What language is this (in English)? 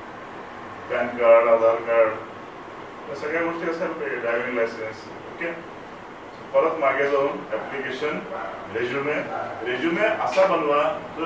Marathi